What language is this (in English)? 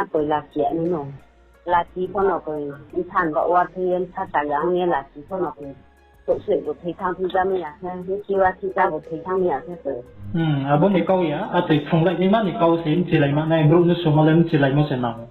Riang (India)